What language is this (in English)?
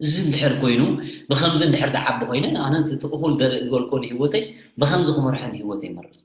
Tigrinya